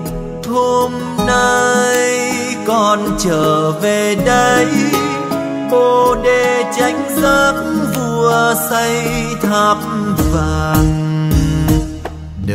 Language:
Vietnamese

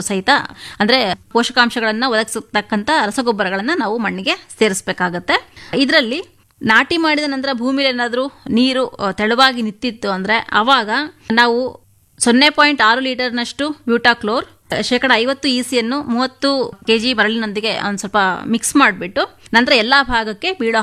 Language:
Kannada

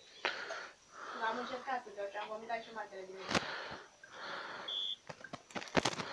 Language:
Romanian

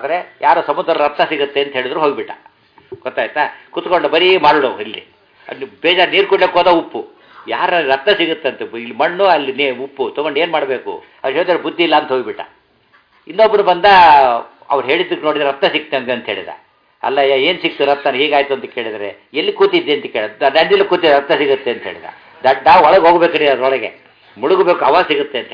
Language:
Kannada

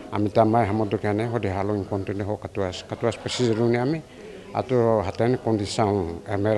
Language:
Tetum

